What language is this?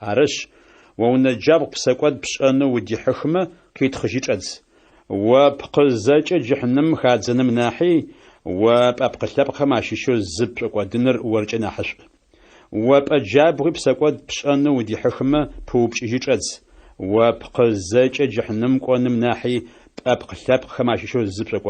Adyghe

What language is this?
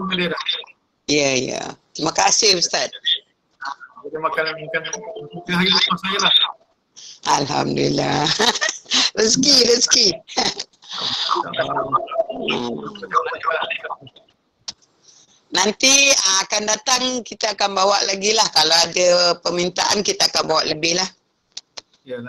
Malay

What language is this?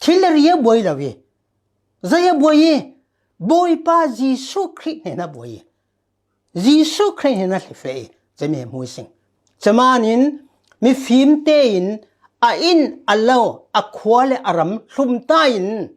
Falam Chin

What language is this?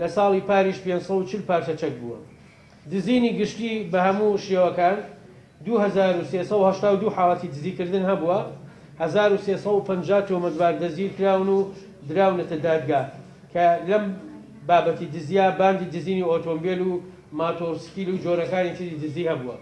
Central Kurdish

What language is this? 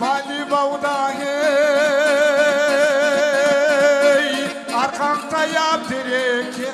Kumyk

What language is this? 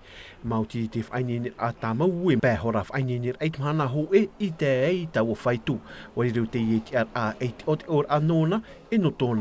Tahitian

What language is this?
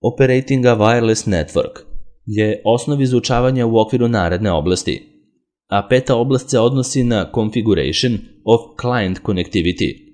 Serbian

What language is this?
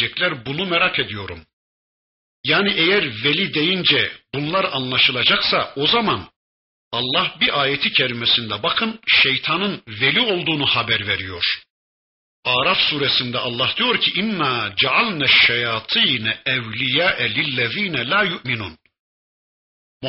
Turkish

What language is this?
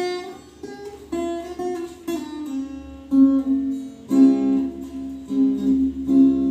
Khasi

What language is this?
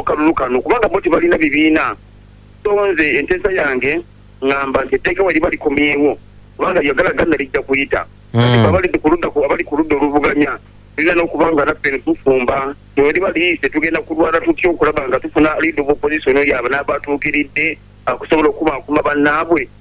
Ganda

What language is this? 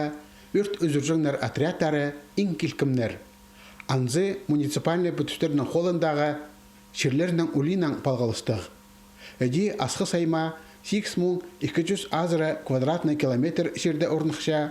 Khakas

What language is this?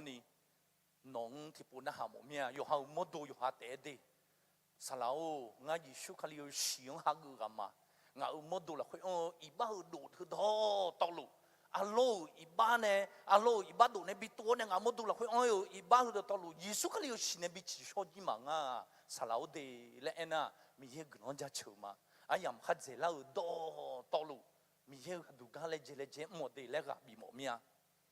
Akha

